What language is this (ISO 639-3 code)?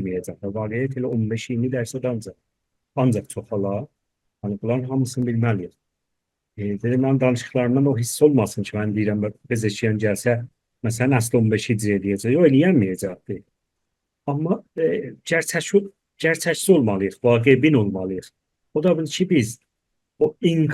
azb